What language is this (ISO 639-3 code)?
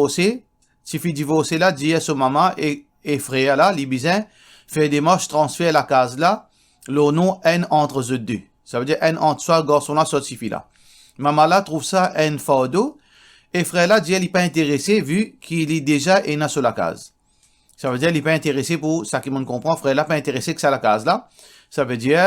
mfe